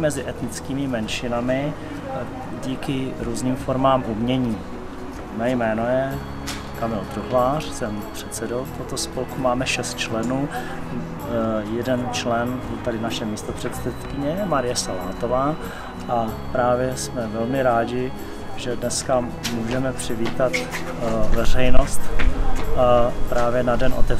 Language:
Czech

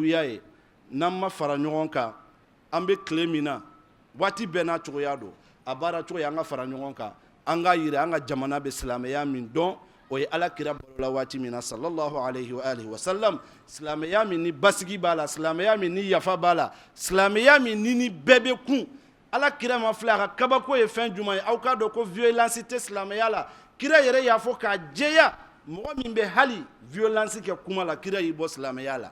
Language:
Bambara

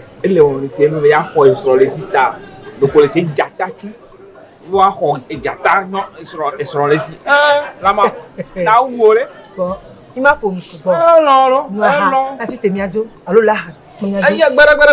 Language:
Ewe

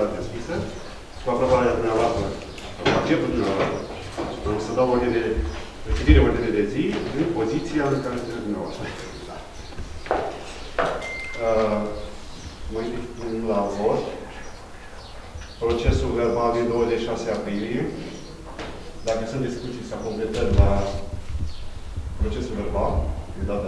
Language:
Romanian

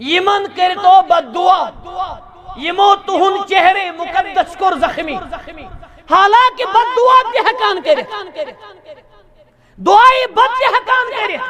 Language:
Kashmiri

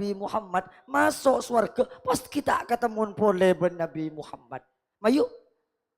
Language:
Madurese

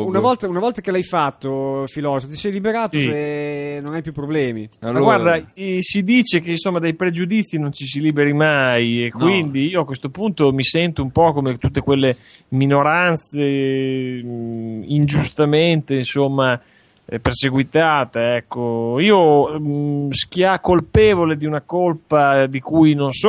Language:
Italian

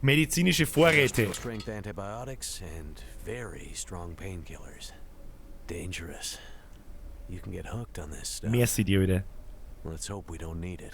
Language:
Bavarian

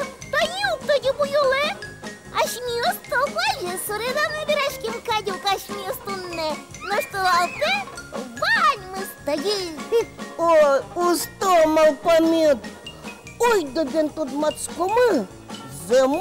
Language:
Udmurt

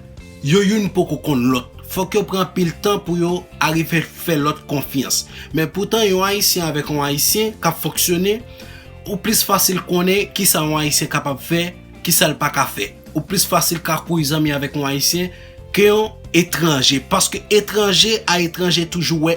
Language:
Haitian Creole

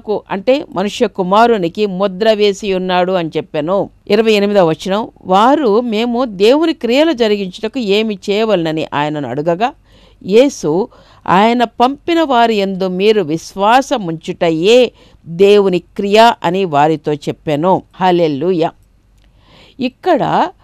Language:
Telugu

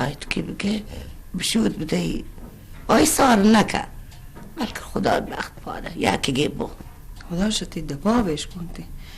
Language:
Baluchi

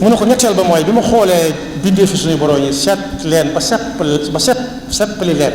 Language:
Wolof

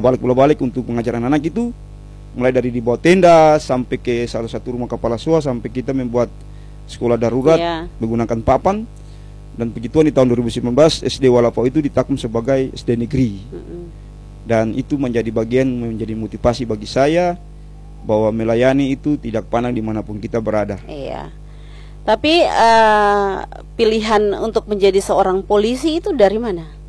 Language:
Indonesian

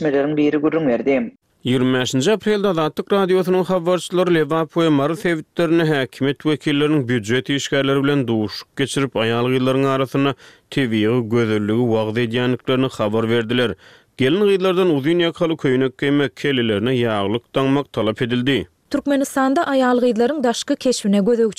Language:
Turkmen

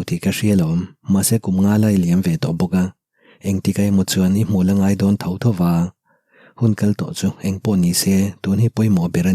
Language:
Mizo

